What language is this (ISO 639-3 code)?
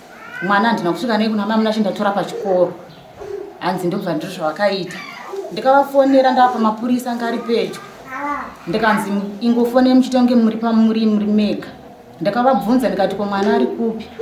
sna